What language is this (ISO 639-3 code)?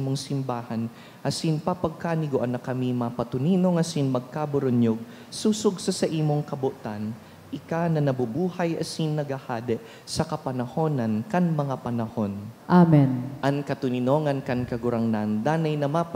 bik